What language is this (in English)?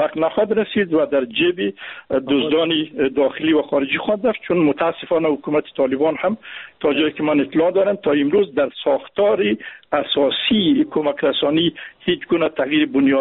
Persian